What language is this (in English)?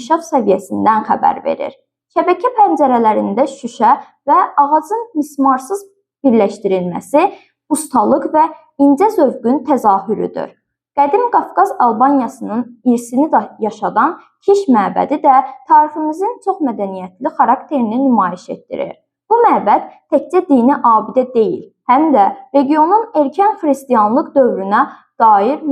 Azerbaijani